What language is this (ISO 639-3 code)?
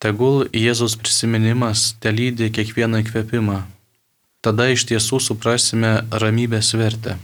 lit